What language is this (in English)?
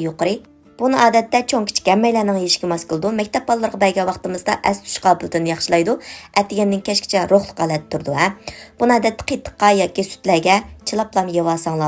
Uyghur